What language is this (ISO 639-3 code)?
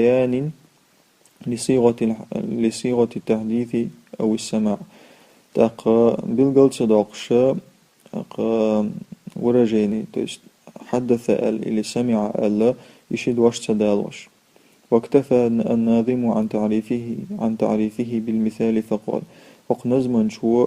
che